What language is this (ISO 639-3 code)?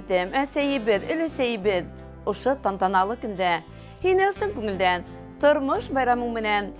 bak